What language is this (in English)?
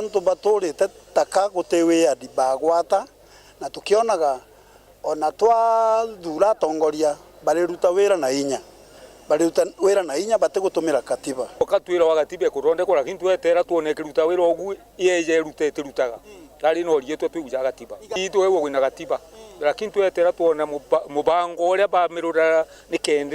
Meru